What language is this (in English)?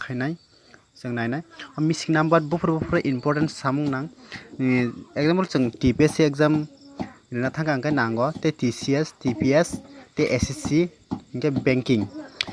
Kok Borok